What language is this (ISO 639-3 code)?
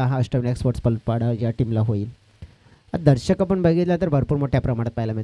mar